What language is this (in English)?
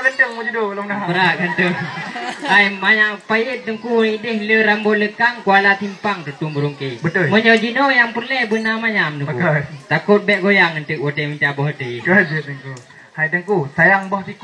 Achinese